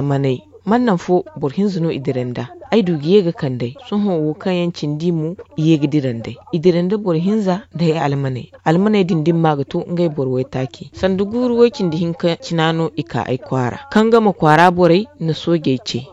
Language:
Zarma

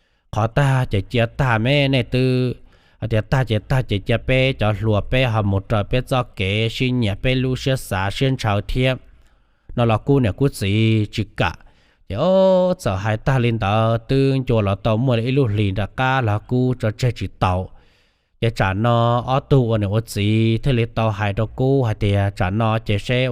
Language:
Hmong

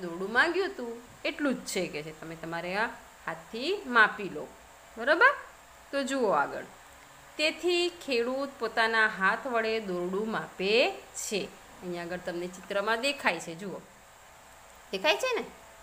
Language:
Gujarati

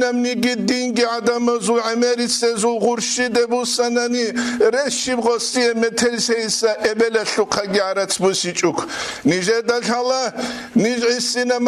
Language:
Avaric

